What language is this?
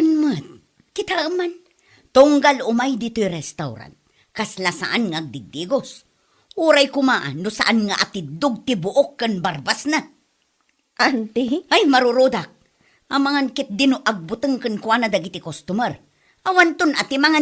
Iloko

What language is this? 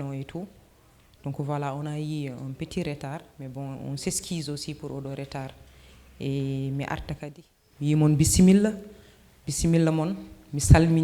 Fula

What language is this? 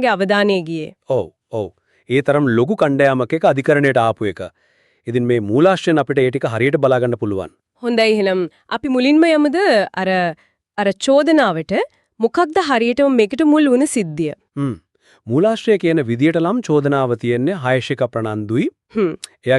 Sinhala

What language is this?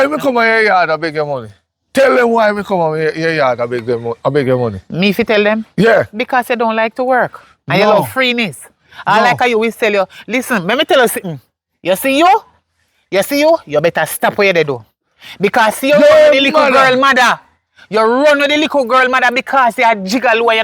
Jamaican Creole English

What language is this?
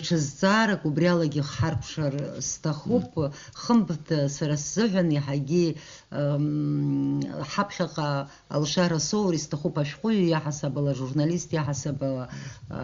Abkhazian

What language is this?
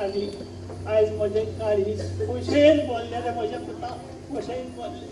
Konkani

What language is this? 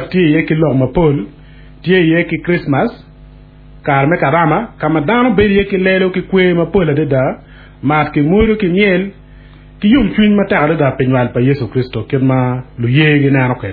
Acoli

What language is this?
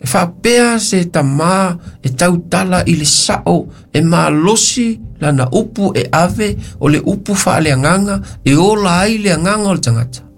Samoan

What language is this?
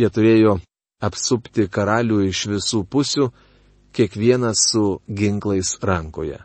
Lithuanian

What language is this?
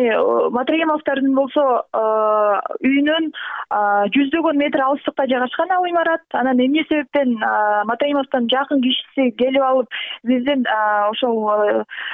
Kyrgyz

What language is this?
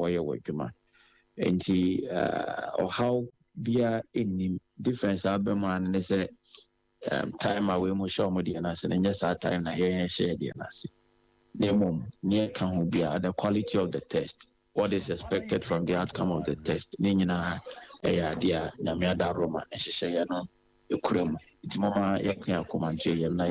Akan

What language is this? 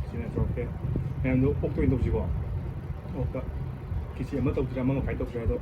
Manipuri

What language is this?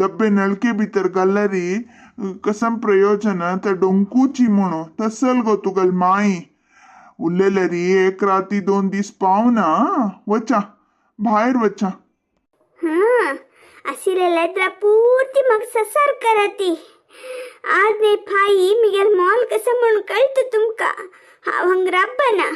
Konkani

